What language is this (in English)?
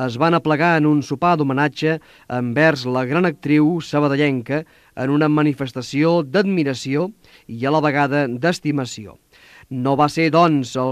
Catalan